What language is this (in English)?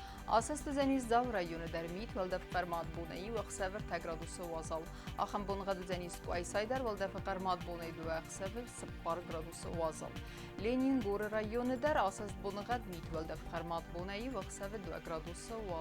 Ossetic